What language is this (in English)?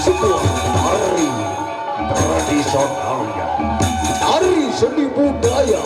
Sasak